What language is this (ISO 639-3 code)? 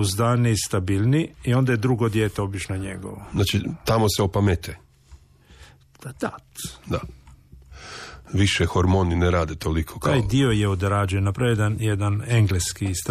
hrv